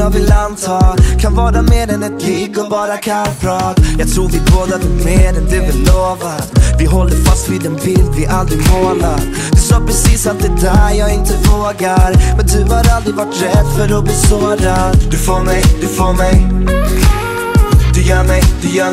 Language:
Swedish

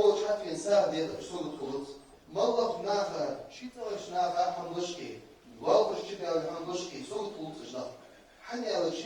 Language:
Ingush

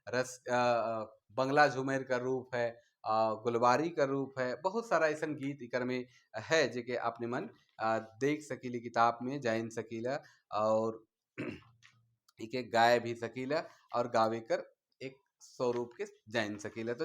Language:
Sadri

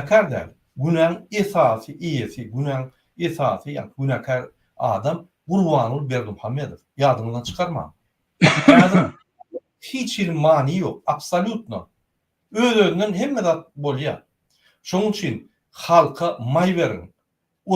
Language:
Turkmen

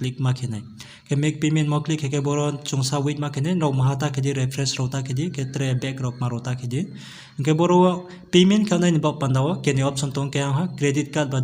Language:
Riang (India)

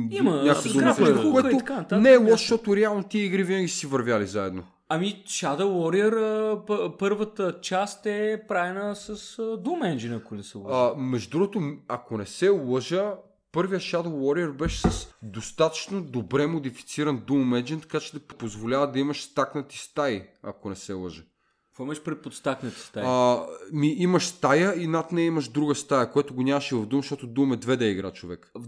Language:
Bulgarian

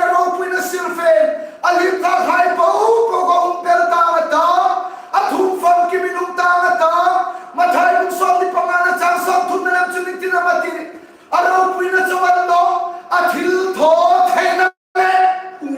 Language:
Hmar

